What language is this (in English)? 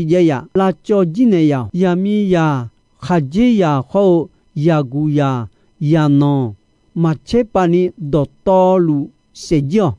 Akha